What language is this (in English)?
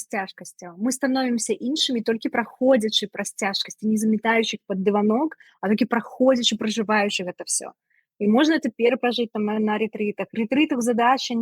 Belarusian